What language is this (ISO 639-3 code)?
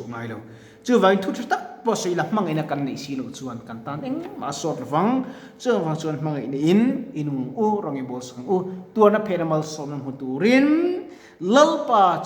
lus